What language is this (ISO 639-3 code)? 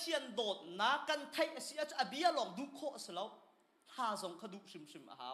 cnh